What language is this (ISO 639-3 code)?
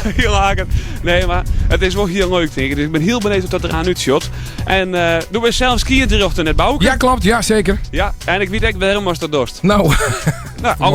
fry